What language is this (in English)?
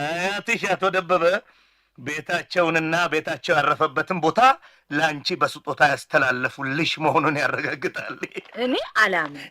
Amharic